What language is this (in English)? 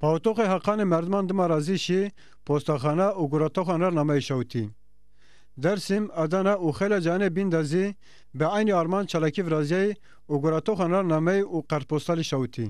Zaza